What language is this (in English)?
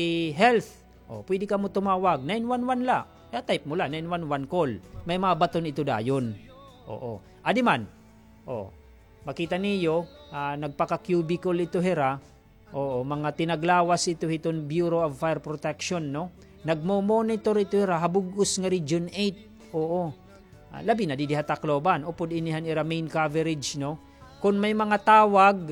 Waray